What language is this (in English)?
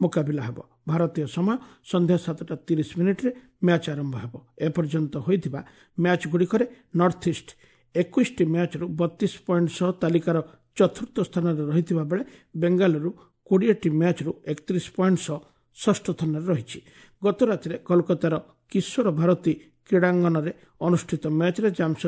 Odia